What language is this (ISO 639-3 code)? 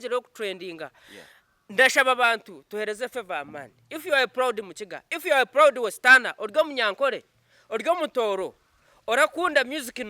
nyn